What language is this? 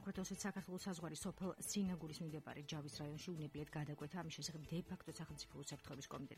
Georgian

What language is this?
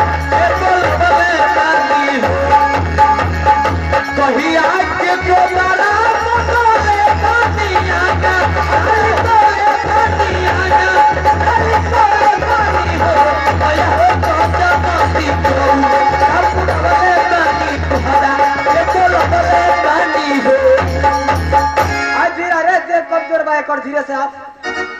Bhojpuri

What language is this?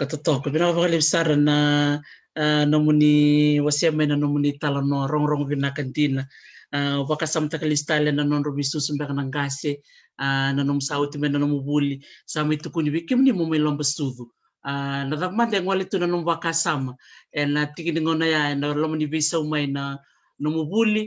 Fijian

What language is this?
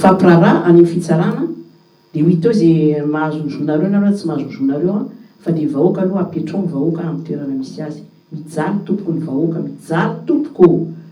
Malagasy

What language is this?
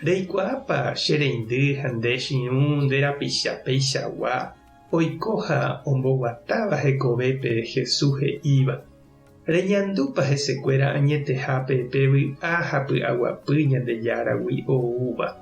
Guarani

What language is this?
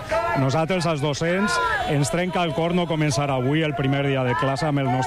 Catalan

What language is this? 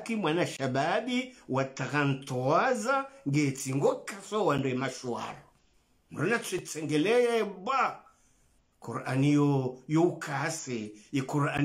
Swahili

